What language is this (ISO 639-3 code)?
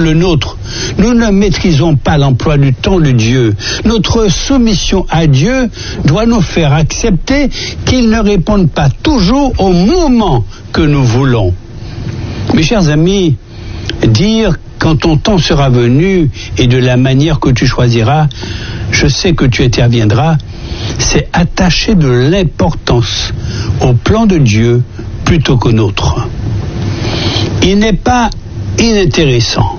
fra